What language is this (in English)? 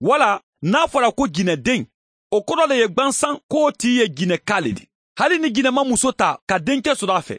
Bambara